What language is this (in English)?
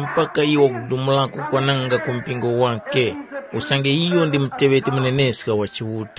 Tumbuka